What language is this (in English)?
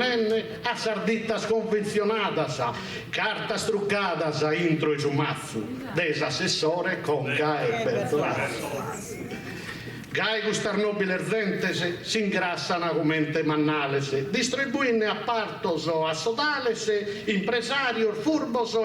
Sardinian